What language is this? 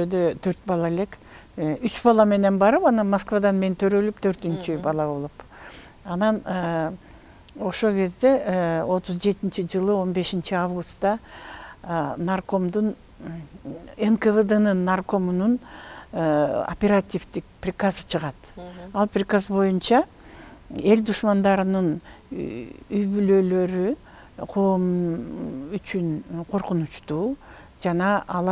Kyrgyz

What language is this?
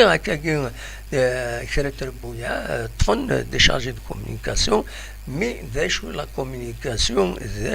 Kabyle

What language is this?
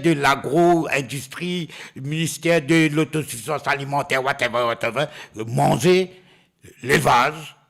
Morisyen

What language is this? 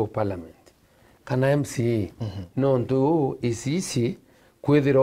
Meru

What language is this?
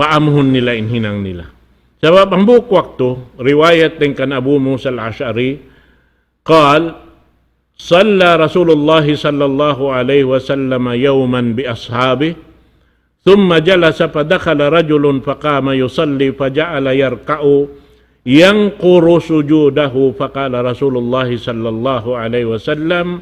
Tausug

